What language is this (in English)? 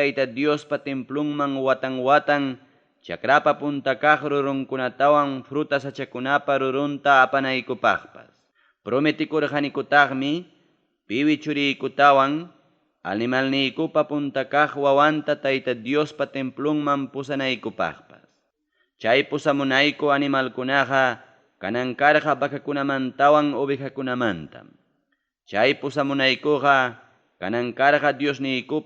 Ayacucho Quechua